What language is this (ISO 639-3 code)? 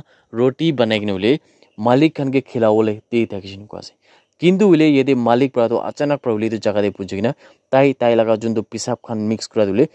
nag